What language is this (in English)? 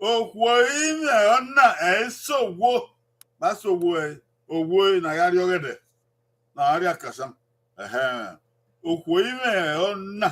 Bini